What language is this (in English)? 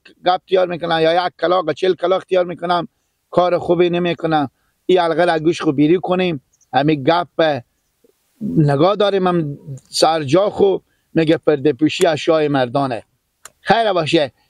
Persian